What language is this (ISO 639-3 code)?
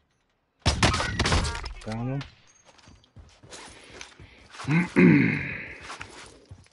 eng